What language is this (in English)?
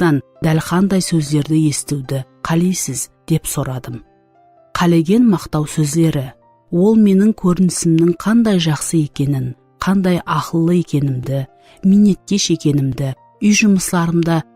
Kara-Kalpak